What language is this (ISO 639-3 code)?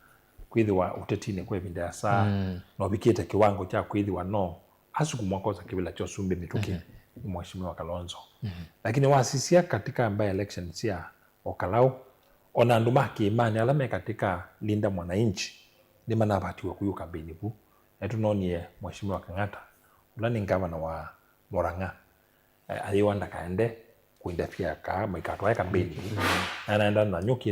kam